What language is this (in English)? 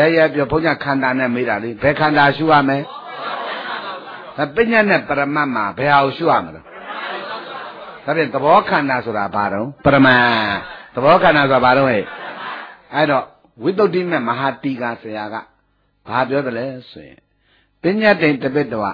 Burmese